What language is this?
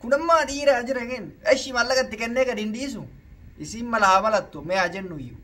Oromo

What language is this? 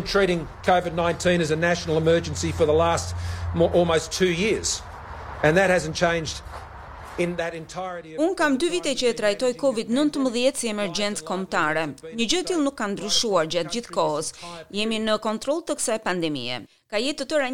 Albanian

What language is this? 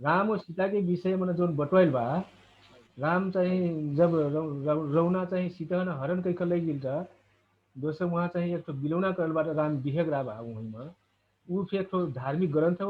Dangaura Tharu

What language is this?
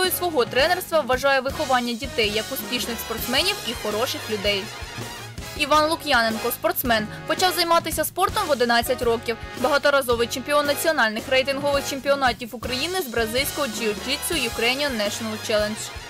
Ukrainian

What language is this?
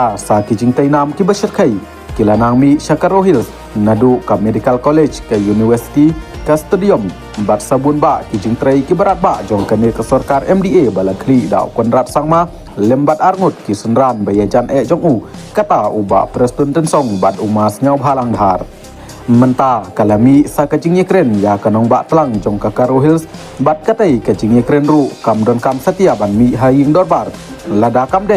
Khasi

